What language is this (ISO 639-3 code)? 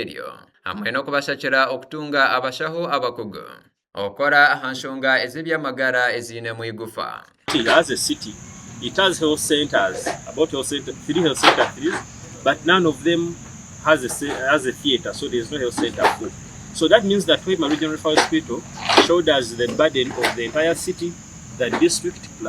nyn